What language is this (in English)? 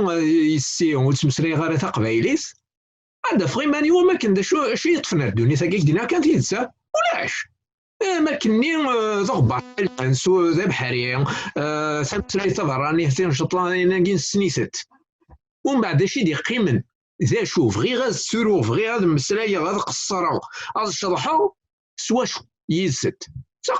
Kabyle